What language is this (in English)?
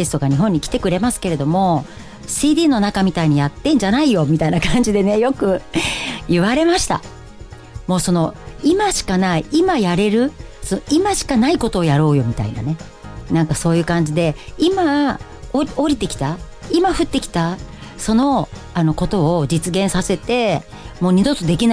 Japanese